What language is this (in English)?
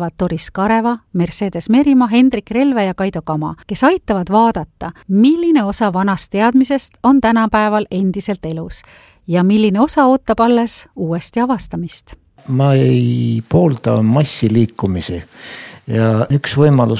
Estonian